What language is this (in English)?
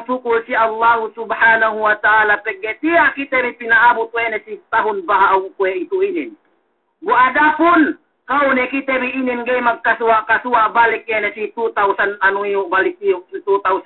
Yakan